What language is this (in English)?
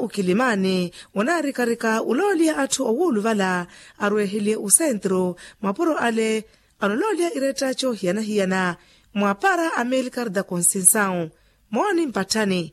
Makhuwa